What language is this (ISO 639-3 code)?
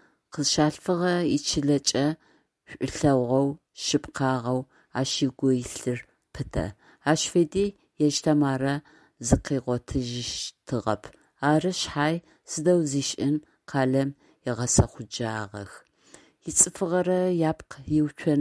ady